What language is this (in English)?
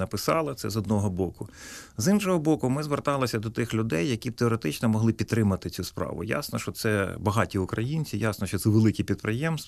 Ukrainian